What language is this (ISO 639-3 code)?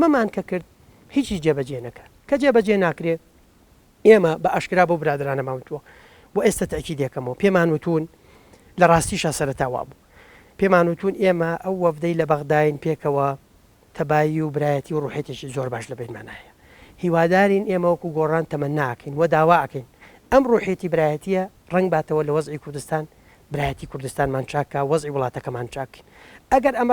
ckb